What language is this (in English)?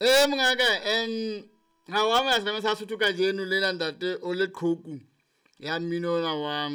Southern Sotho